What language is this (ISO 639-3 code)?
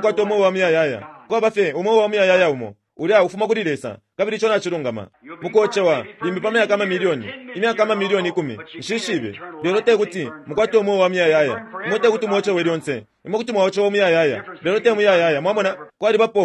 bem